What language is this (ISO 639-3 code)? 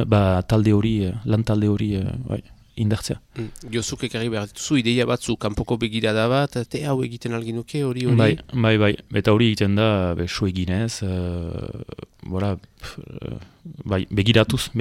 eus